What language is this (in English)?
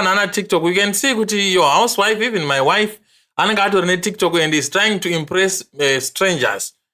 Shona